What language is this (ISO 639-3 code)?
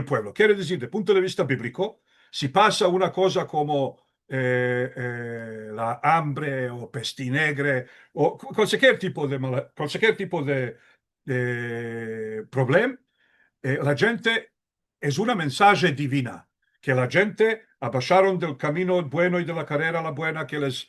lad